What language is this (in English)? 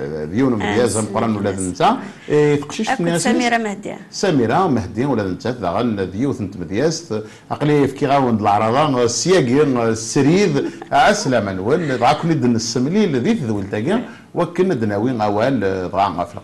Kabyle